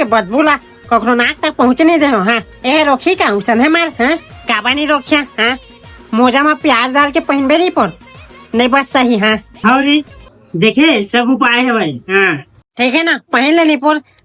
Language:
Chhattisgarhi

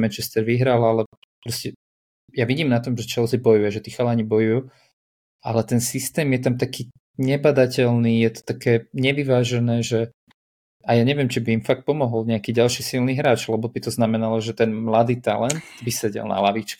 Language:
Slovak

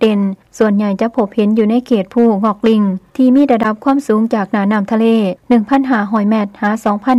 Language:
Lao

